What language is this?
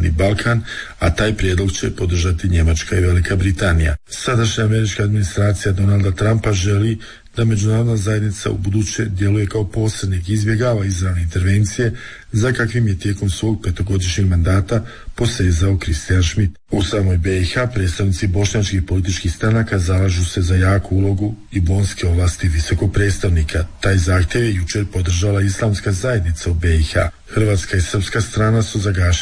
Croatian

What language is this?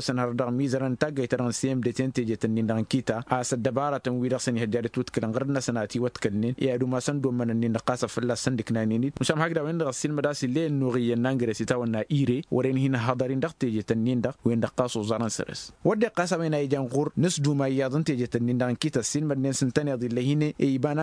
Tamasheq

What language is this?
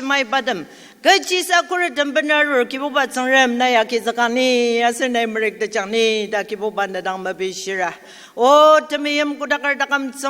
Ao Naga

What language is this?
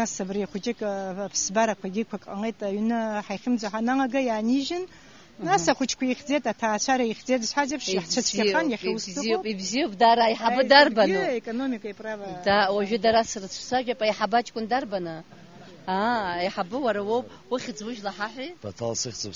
Abkhazian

